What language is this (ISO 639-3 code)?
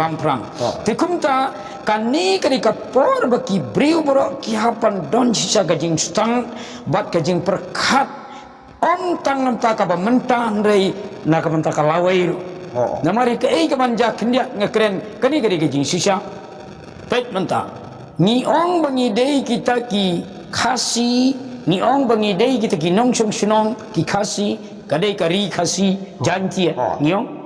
kha